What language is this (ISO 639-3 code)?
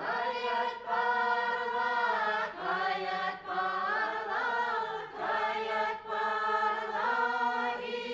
chv